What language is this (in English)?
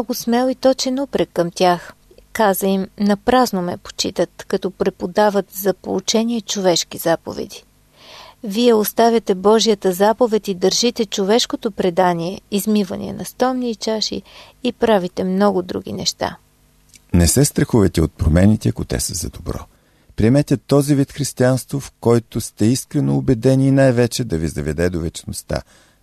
Bulgarian